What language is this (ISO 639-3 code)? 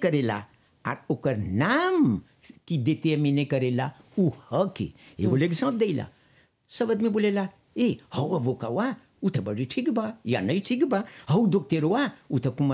bho